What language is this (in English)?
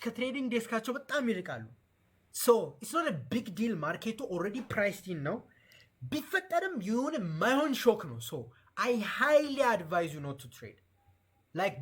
Amharic